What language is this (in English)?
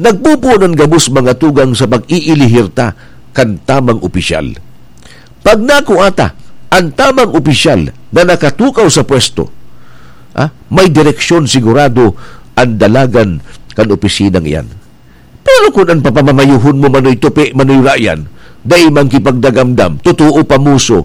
Bikol